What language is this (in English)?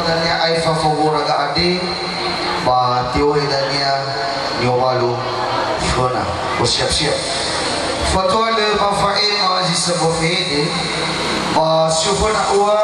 Nias